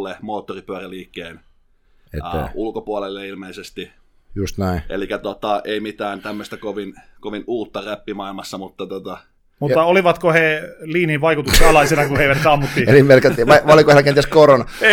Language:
Finnish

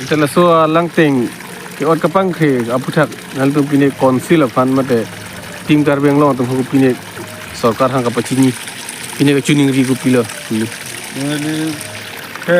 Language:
Karbi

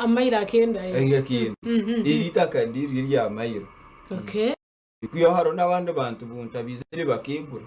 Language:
Nyankole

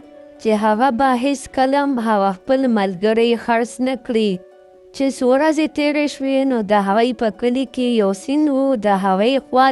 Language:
Pashto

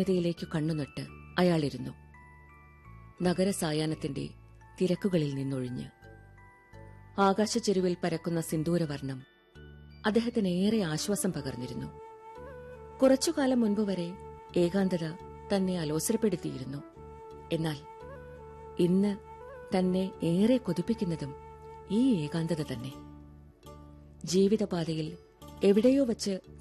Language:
Malayalam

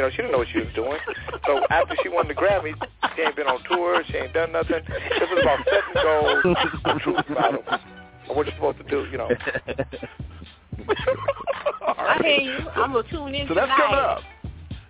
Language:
English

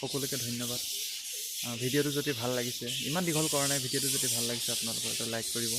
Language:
Assamese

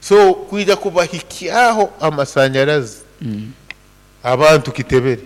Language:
Nyoro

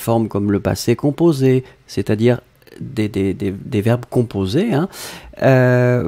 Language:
French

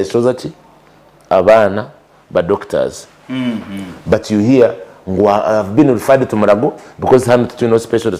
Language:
Nyankole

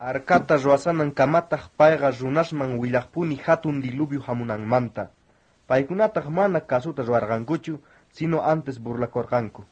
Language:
South Bolivian Quechua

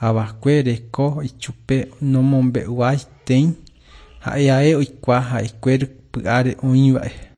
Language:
Guarani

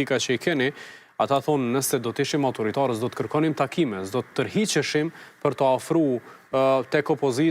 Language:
Albanian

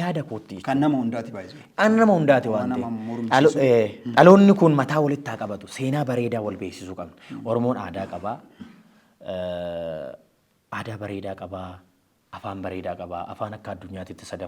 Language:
Oromo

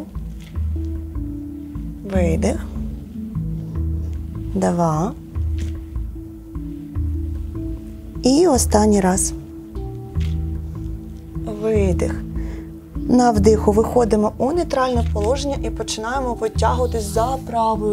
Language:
Ukrainian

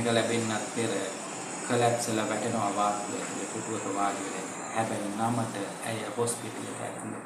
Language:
Sinhala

